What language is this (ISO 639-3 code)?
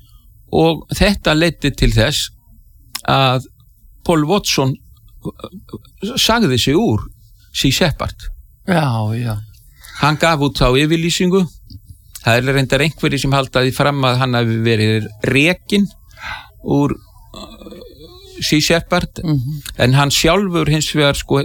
isl